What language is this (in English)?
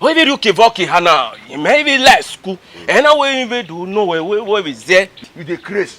Bini